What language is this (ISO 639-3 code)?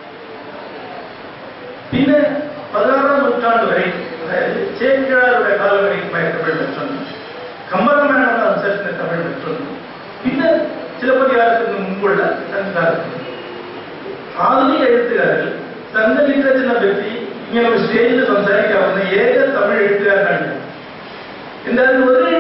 mal